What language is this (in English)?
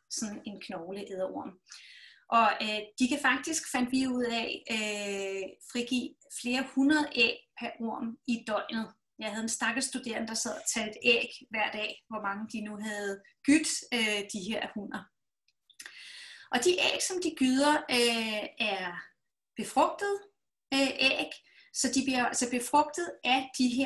Danish